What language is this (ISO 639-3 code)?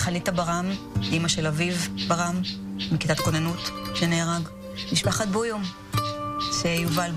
heb